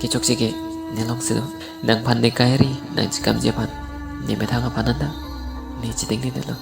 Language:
Karbi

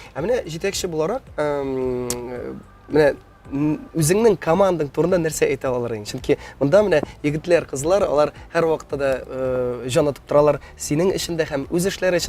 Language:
Tatar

